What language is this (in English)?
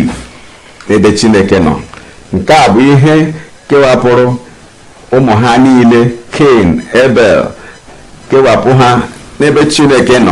Igbo